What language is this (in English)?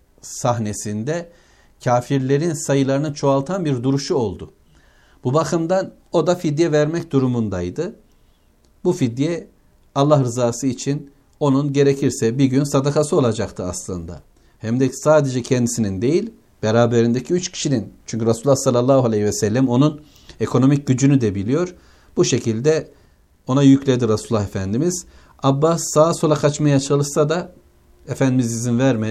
Turkish